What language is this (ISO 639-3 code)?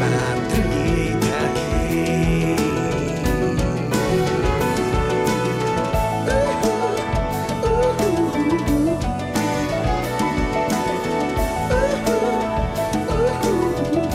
pol